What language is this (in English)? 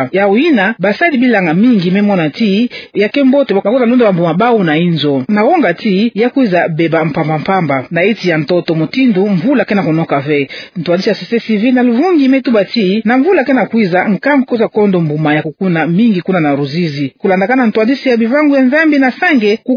Kituba (Democratic Republic of Congo)